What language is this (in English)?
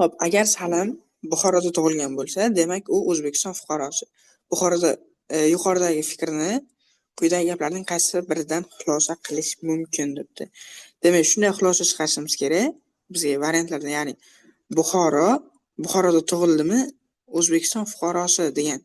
Uzbek